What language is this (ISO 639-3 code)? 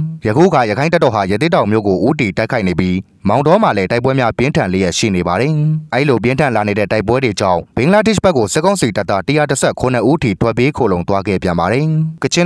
mya